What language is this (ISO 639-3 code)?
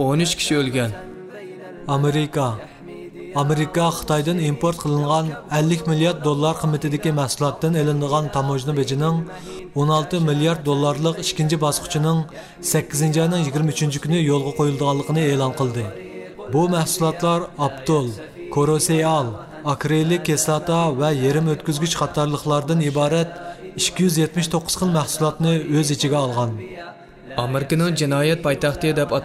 uig